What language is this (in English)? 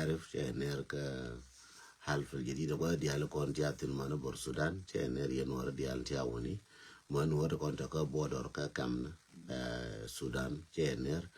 Nuer